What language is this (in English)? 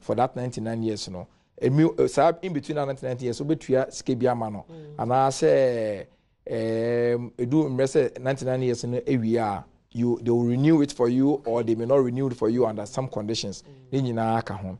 Akan